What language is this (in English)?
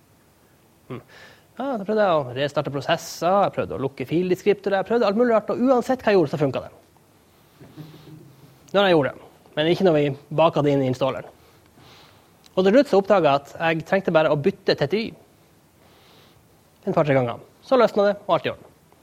Norwegian